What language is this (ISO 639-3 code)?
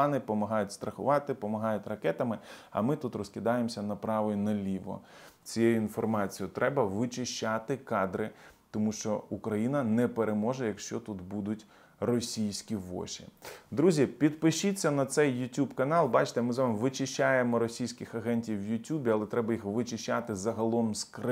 ukr